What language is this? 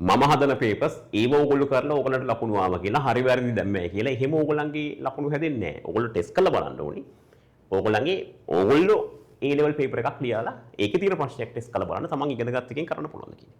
Sinhala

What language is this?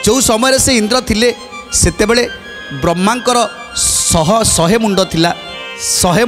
Odia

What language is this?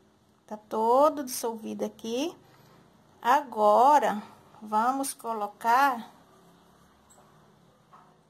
Portuguese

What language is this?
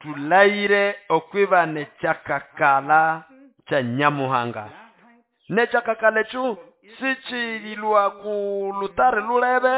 Nande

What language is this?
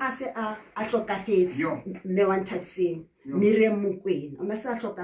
Southern Sotho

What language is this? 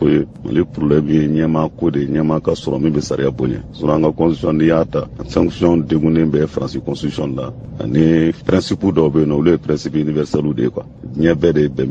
Bambara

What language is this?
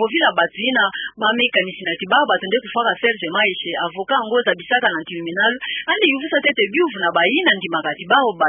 Kituba (Democratic Republic of Congo)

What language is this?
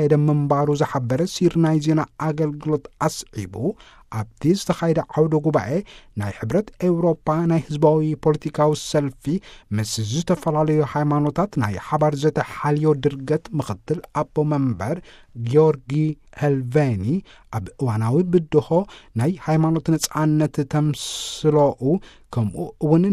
Tigrinya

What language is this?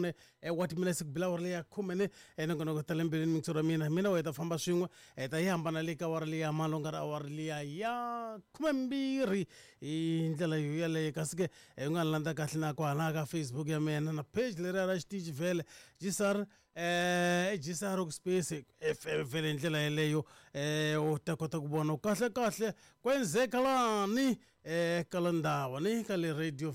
Tsonga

